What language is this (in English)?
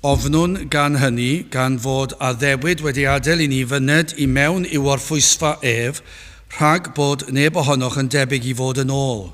Welsh